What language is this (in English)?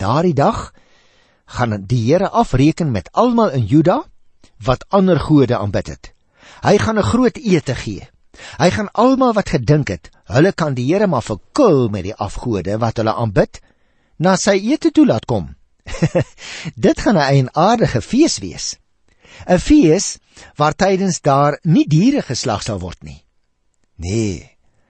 Afrikaans